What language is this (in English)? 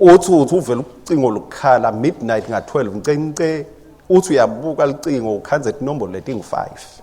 Swati